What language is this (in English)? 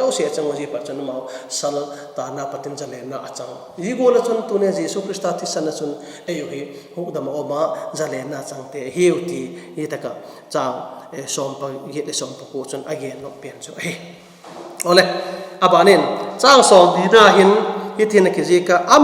Vaiphei